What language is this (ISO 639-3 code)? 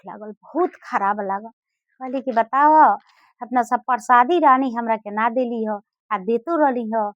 bho